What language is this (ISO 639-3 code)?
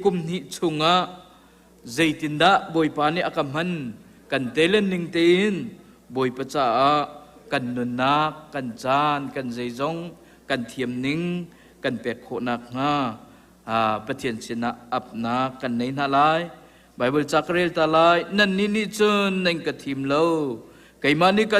cnh